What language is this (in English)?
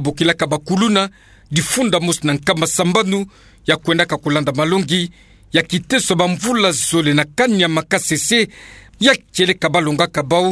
Kituba (Democratic Republic of Congo)